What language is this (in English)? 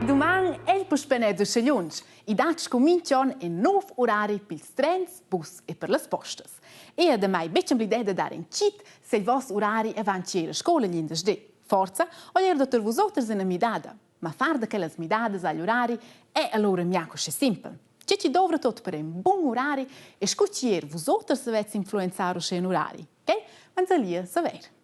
Romansh